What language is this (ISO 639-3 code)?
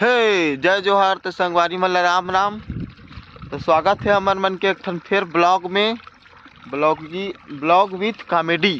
hne